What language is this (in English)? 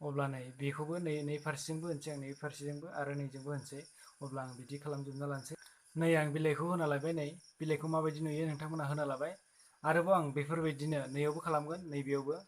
Bodo